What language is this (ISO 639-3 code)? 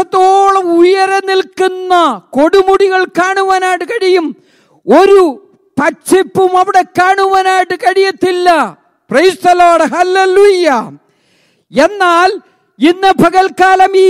mal